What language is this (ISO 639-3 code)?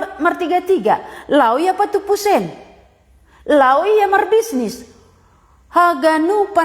bts